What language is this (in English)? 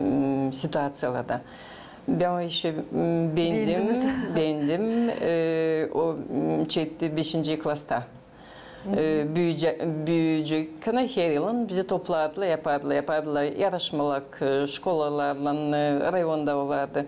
Gagauz